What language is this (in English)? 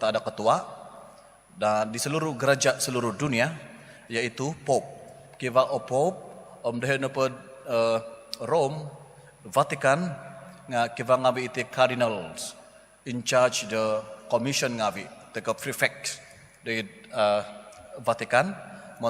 Central Dusun